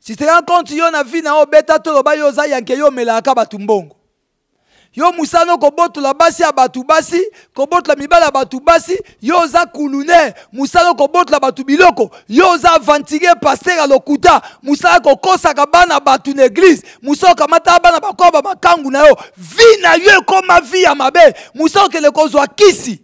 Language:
Lingala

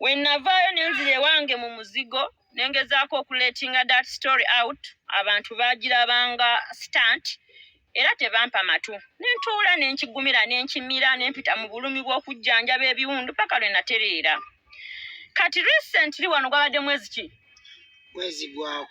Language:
Ganda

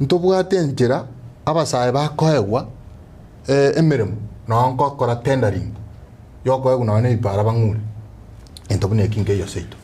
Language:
Gusii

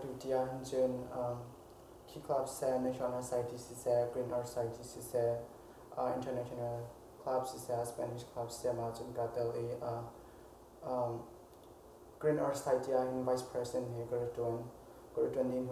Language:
Hakha Chin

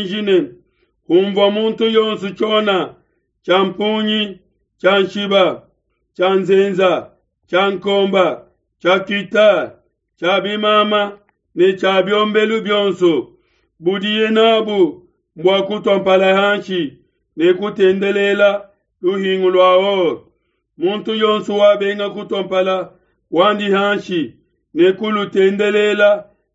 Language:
Luba-Lulua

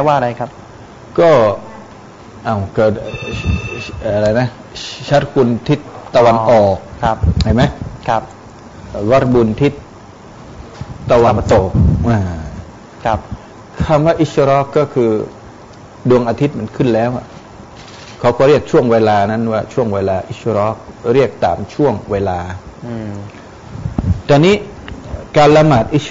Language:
Thai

